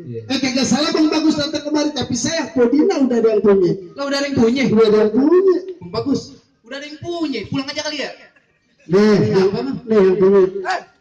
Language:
Betawi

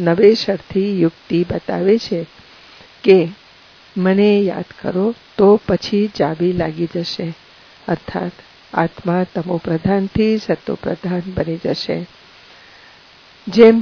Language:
Gujarati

